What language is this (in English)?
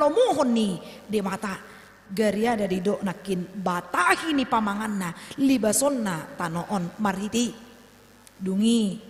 Batak Toba